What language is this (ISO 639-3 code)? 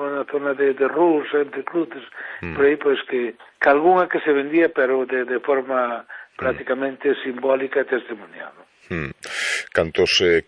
glg